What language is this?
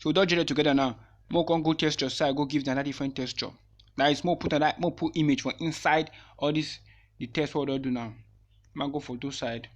Nigerian Pidgin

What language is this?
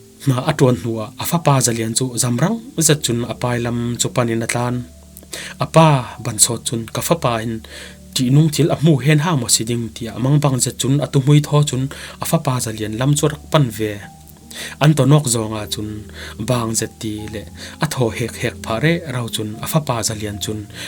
Falam Chin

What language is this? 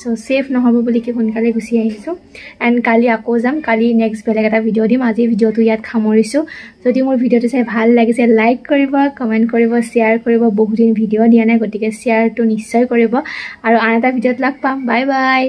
Assamese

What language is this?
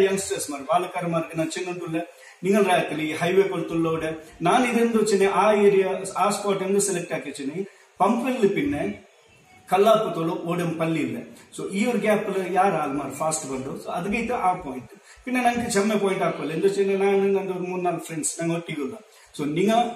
Kannada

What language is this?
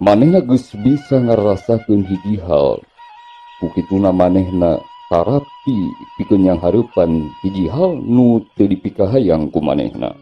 Sundanese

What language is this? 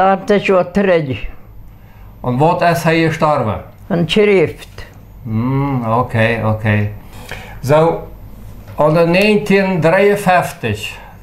Plautdietsch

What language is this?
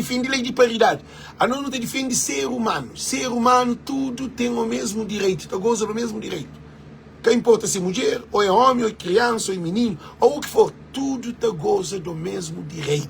Kabuverdianu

